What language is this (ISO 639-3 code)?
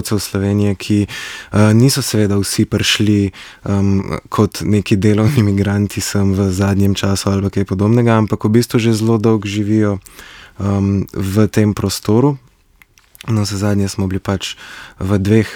slv